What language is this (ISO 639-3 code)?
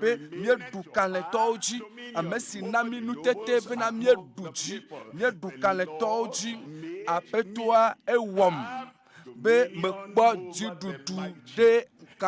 ewe